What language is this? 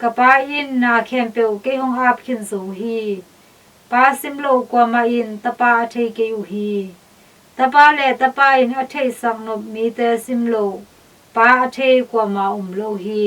Tedim Chin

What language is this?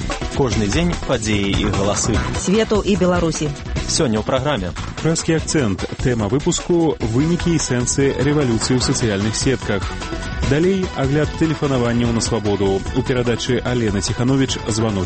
Belarusian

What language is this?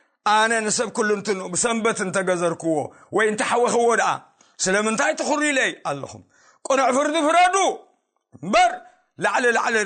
Tigrinya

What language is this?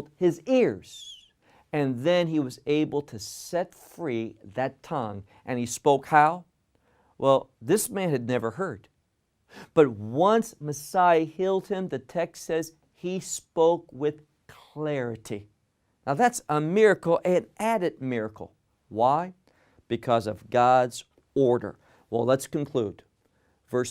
English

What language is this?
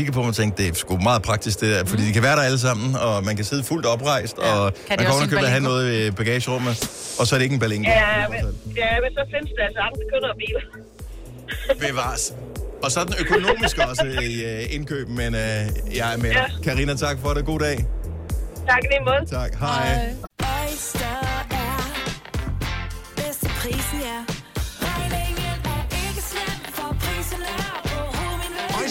Danish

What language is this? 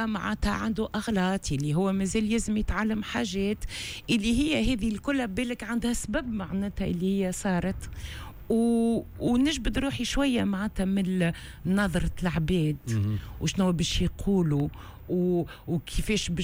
Tunisian Arabic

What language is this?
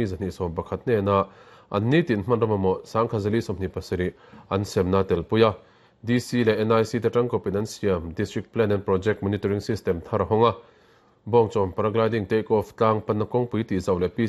Mizo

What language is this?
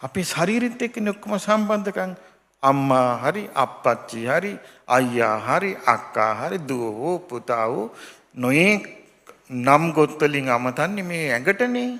Sinhala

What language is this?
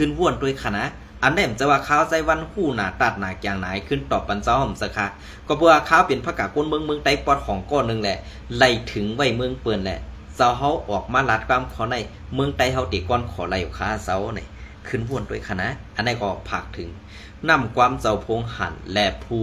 Shan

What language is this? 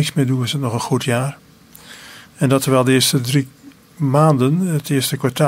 Dutch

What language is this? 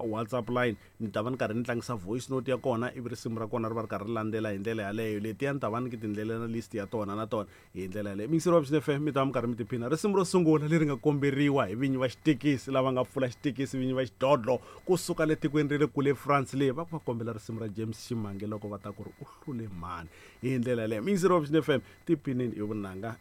Tsonga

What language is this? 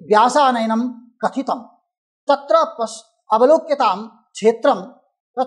Sanskrit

